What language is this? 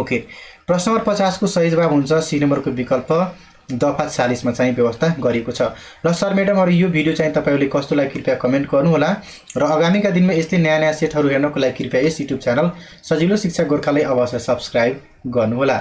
Nepali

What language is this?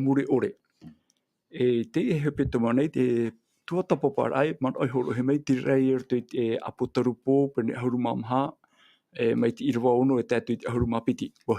Tahitian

